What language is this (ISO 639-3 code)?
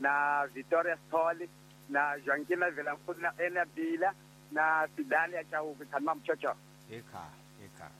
tso